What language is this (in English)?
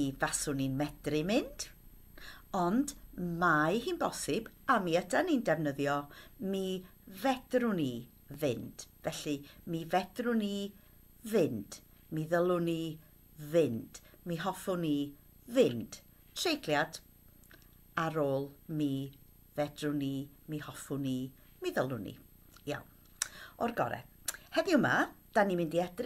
Welsh